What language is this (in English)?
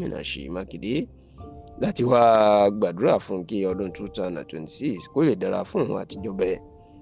Yoruba